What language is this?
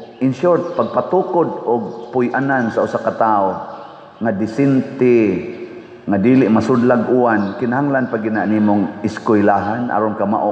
Cebuano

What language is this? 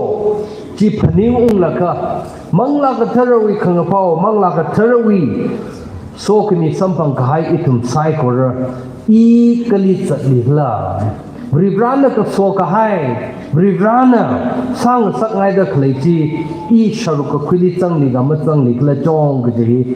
Tangkhul Naga (India)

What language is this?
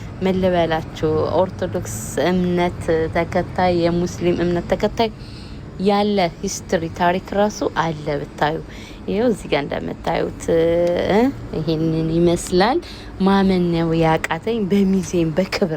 Amharic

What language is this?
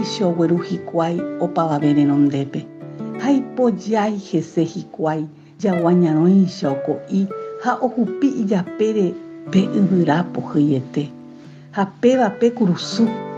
Guarani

